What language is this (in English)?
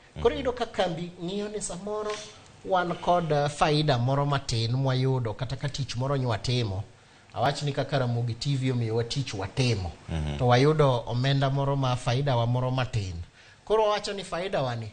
Luo (Kenya and Tanzania)